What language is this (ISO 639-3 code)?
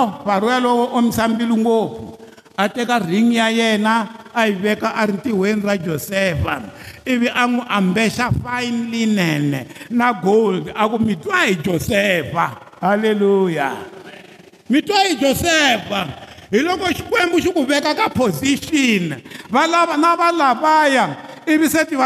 tso